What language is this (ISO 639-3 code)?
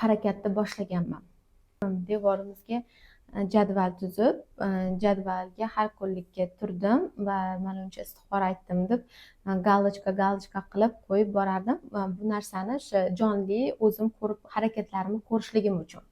uzb